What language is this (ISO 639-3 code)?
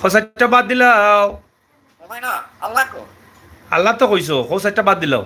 syl